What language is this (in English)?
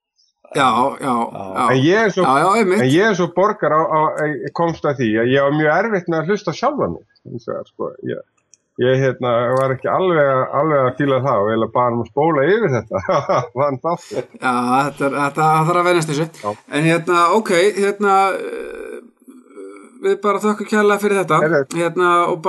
Icelandic